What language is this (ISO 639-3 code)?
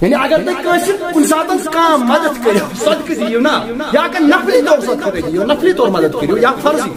kas